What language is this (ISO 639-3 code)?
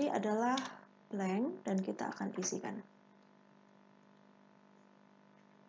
ind